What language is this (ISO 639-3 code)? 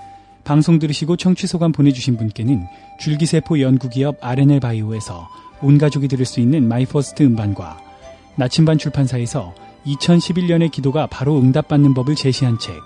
kor